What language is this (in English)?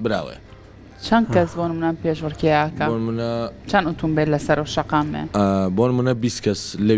Central Kurdish